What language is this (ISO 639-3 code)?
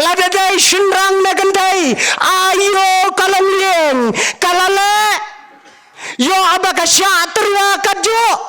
kha